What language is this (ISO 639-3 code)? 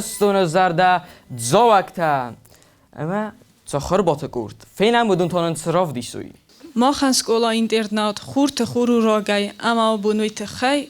oss